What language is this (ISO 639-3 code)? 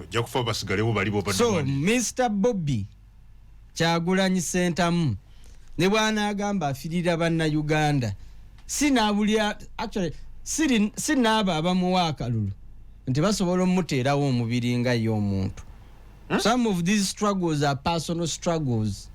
lug